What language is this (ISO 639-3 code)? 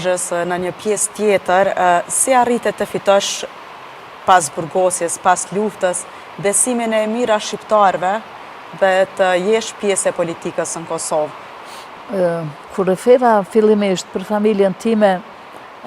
sqi